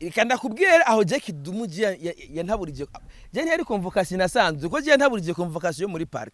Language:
Rundi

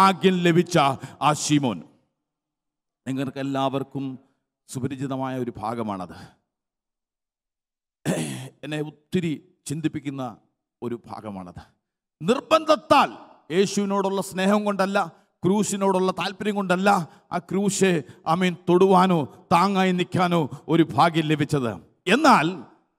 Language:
Malayalam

